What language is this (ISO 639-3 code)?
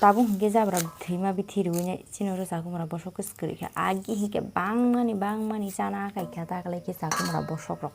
trp